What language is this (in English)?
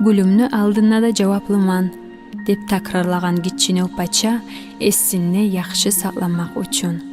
Kumyk